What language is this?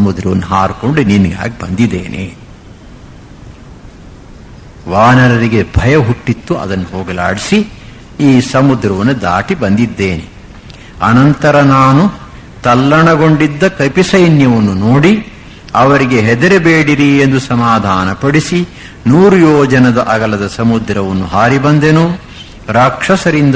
Kannada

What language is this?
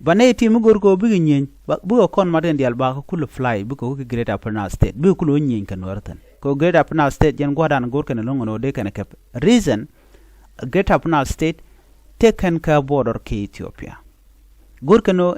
Nuer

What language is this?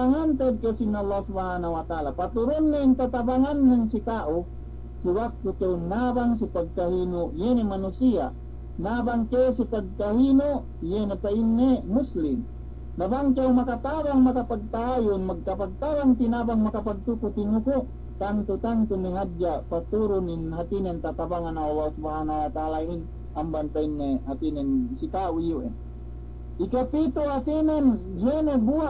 Yakan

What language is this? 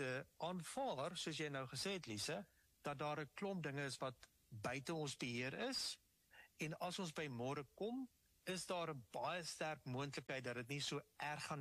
Afrikaans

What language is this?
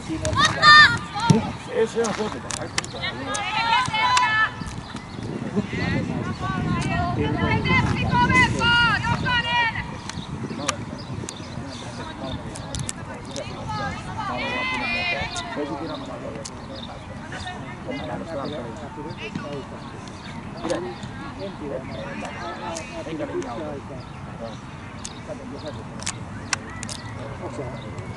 Finnish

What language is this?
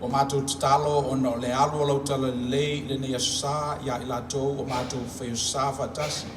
Samoan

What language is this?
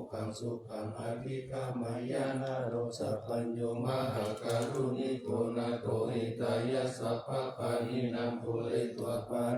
Pali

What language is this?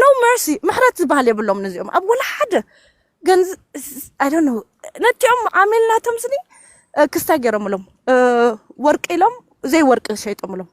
Tigrinya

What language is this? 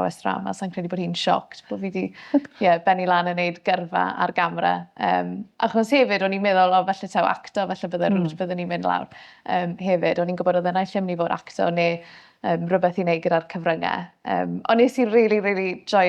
Welsh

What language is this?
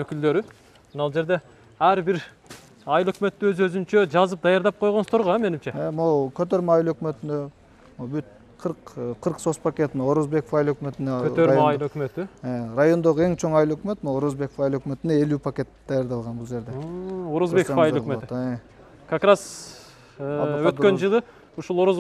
Kyrgyz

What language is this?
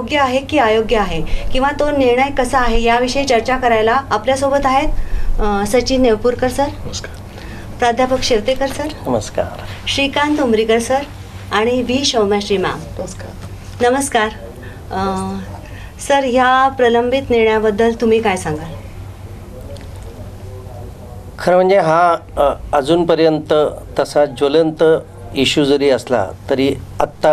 Marathi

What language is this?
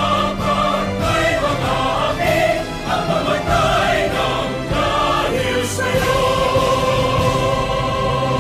Filipino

